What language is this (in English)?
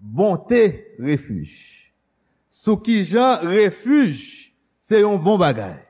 Haitian Creole